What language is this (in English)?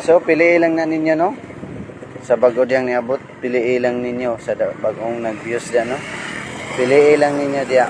Cebuano